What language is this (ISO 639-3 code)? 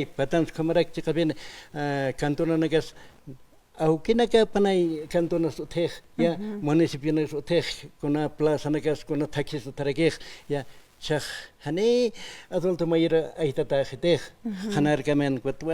aym